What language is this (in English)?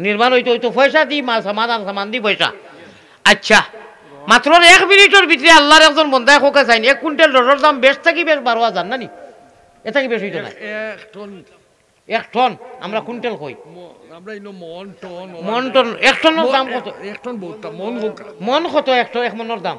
Sylheti